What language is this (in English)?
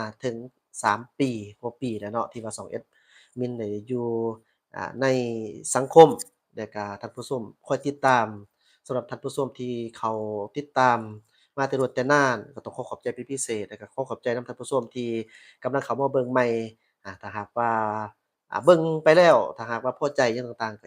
Lao